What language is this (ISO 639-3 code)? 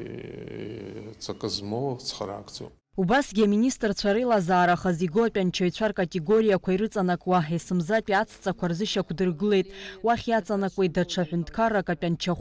abk